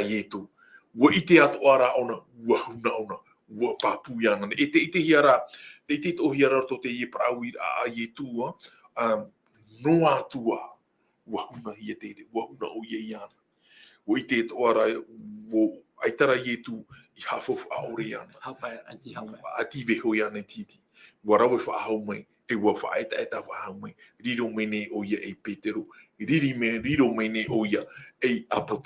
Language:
Tahitian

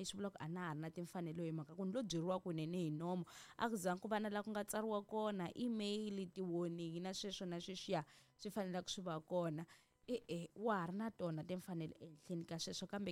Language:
Tsonga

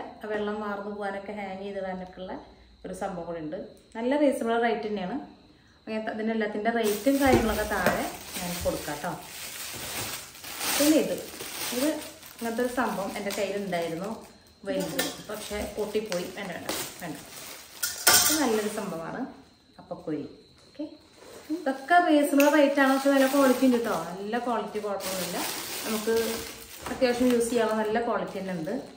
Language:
Malayalam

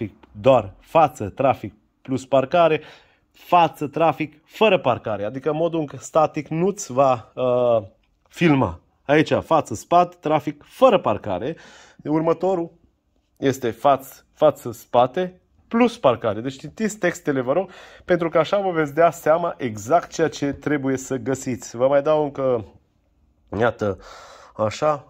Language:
Romanian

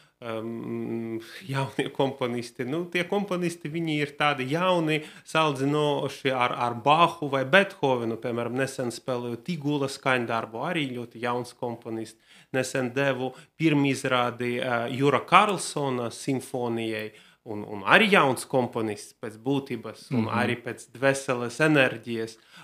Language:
Latvian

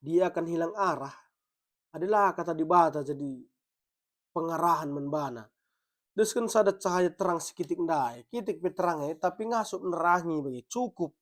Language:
Batak Karo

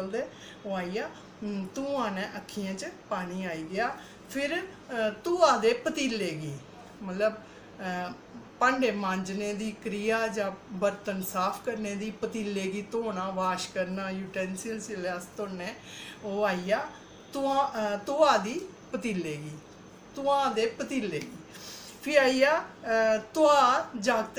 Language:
Dogri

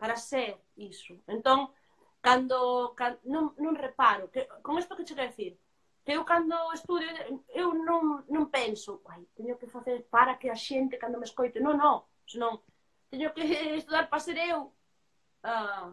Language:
Galician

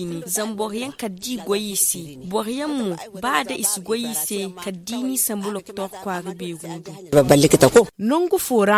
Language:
Zarma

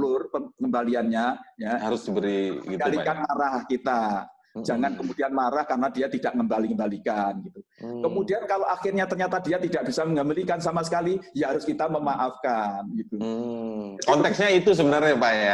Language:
Indonesian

